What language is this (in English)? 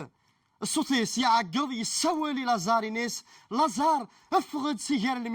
Kabyle